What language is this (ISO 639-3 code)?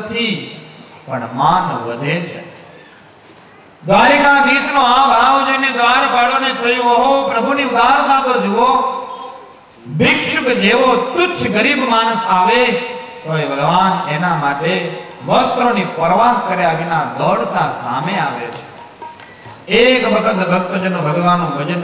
guj